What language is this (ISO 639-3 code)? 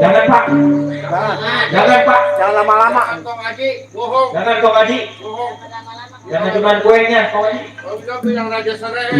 bew